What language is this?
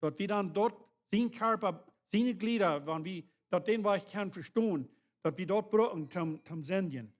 Plautdietsch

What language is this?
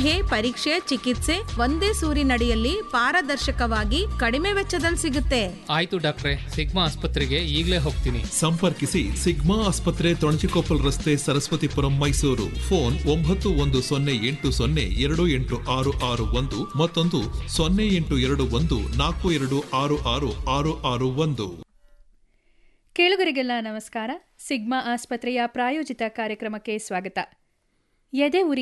Kannada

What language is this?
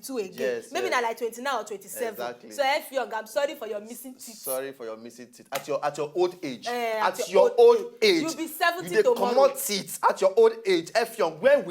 Nigerian Pidgin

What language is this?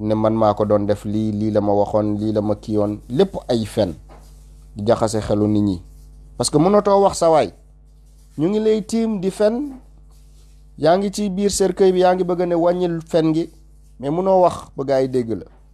Wolof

